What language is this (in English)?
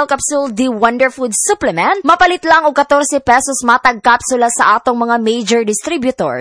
Cebuano